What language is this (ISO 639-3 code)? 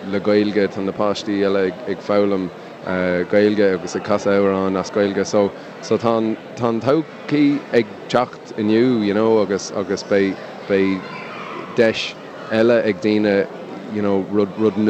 gle